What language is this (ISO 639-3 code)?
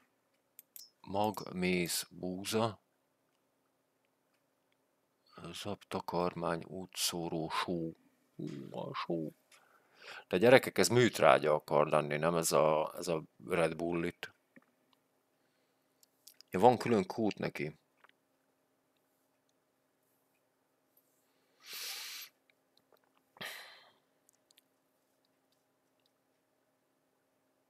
hun